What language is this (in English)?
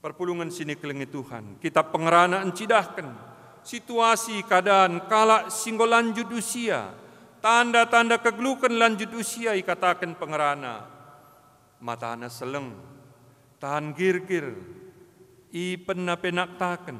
Batak Karo